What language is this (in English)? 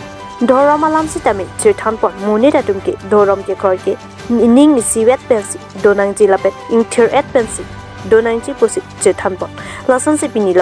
Karbi